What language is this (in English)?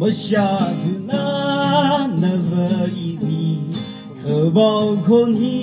Tangkhul Naga (India)